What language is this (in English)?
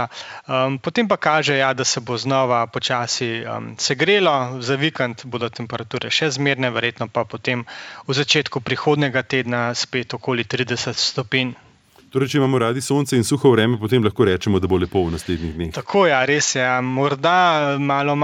Slovenian